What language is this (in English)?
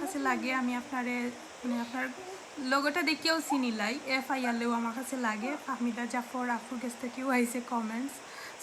Sylheti